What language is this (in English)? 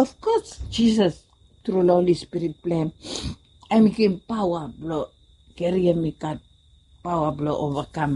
Bislama